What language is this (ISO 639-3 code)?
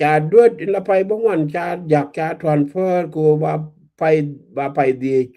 nus